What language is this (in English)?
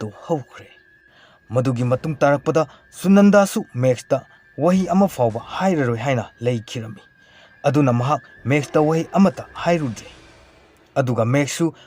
Manipuri